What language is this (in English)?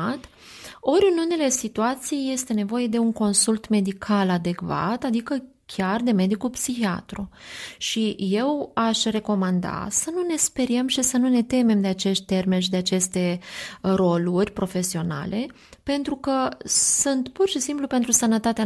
Romanian